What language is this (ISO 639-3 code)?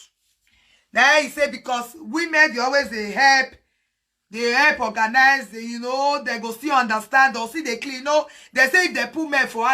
pcm